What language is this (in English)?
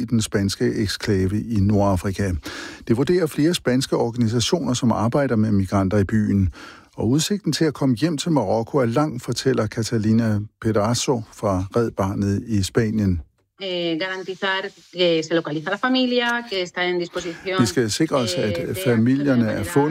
Danish